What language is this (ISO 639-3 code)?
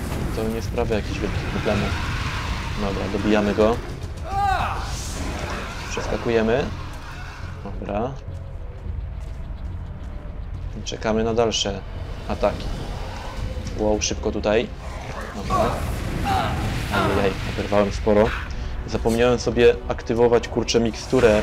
pol